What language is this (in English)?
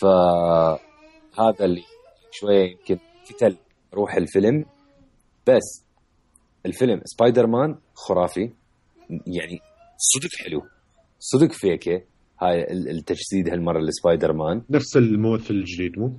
Mesopotamian Arabic